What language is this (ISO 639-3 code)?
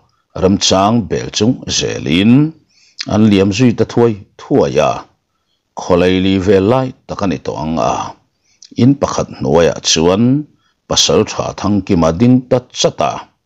lus